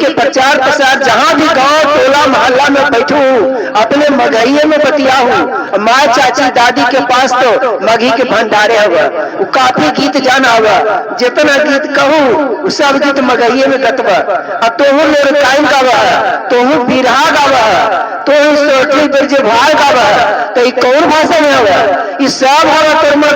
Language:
Magahi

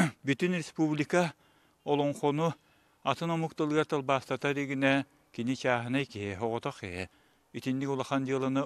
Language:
Yakut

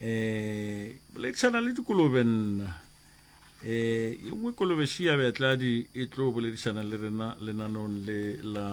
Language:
Northern Sotho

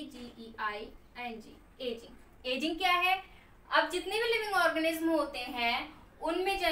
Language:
Hindi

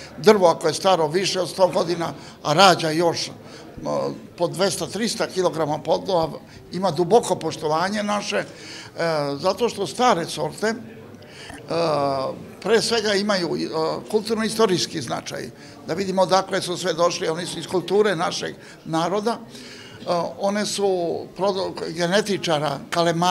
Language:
Serbian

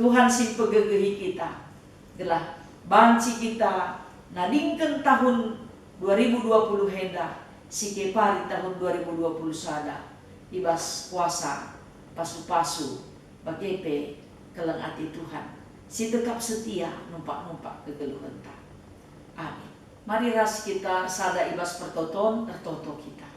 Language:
Batak Karo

